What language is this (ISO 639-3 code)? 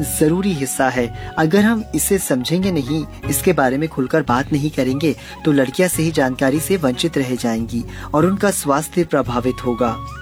hin